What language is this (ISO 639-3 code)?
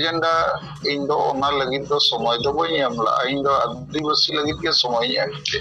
sat